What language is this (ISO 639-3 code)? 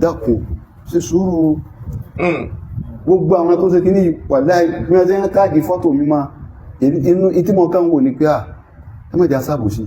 yor